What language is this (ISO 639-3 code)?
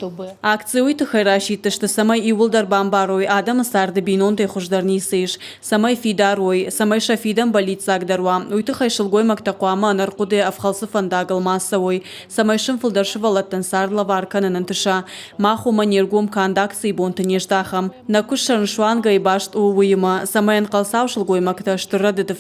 oss